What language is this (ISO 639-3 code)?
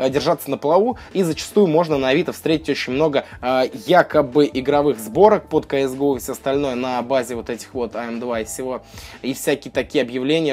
rus